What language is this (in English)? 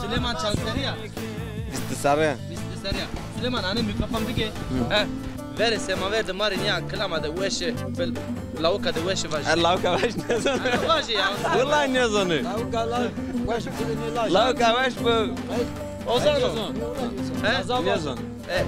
Zaza